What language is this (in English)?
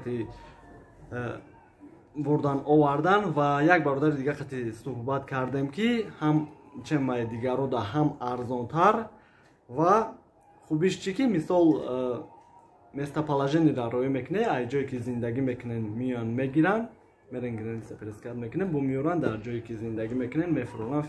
Tajik